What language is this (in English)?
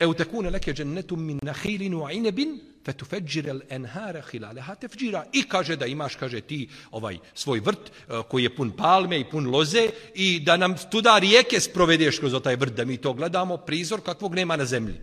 Bosnian